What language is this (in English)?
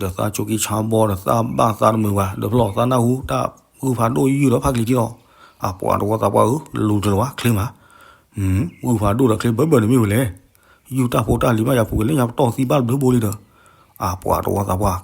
S'gaw Karen